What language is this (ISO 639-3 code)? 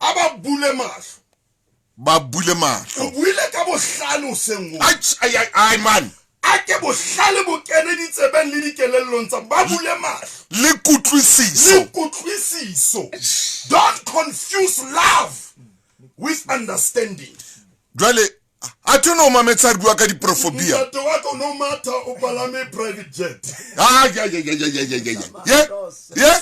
sot